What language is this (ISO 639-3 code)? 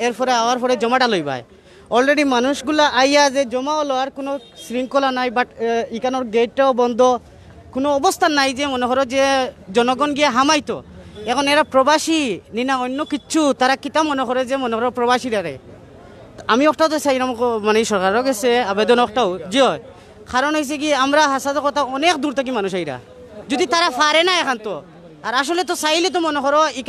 syl